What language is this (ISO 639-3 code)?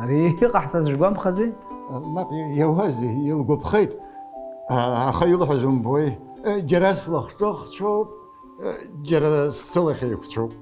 abk